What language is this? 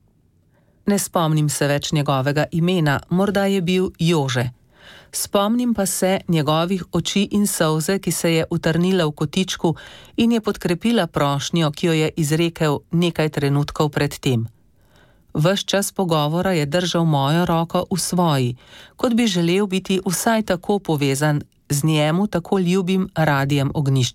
Slovenian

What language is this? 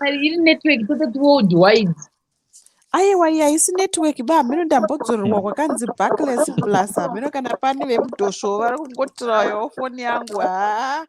Shona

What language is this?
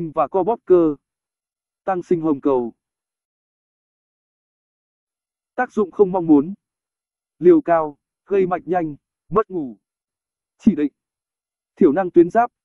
Vietnamese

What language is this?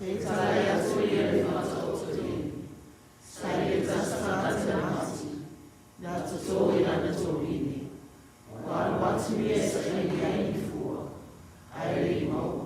Samoan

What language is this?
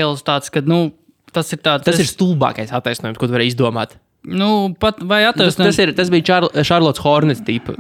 Latvian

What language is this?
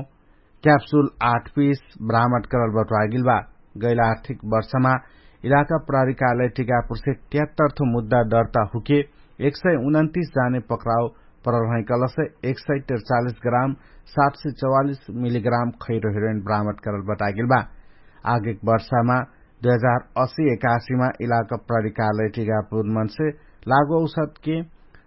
Dangaura Tharu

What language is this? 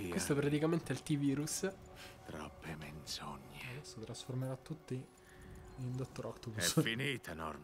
Italian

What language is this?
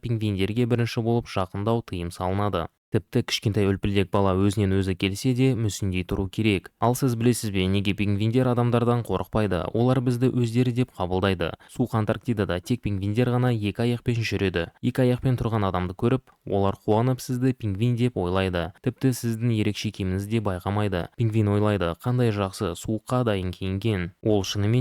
Kazakh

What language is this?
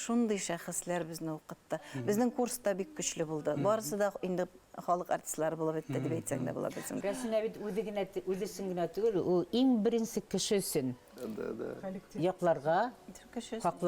Bashkir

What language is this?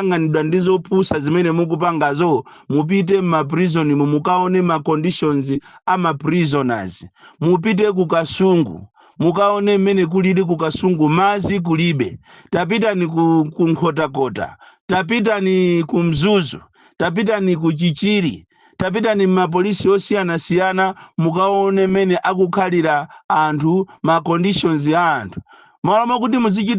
Nyanja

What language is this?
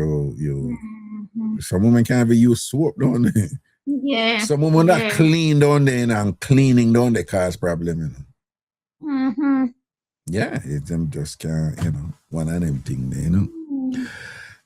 Jamaican Creole English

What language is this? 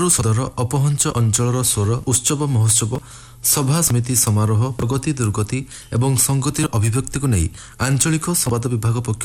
Odia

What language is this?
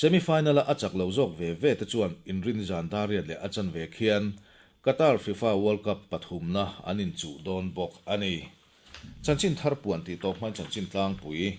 Mizo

